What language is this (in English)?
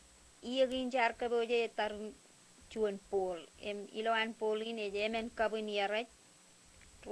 Marshallese